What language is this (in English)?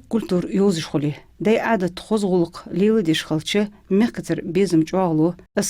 Ingush